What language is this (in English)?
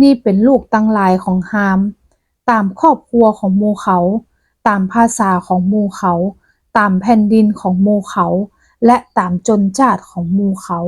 Northern Thai